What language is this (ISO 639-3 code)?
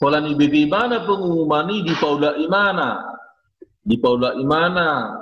bbc